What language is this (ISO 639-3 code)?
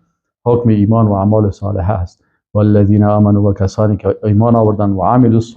fas